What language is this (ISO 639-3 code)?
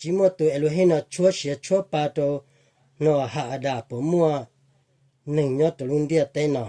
hmn